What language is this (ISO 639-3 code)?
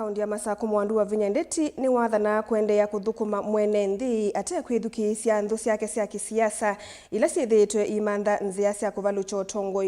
kam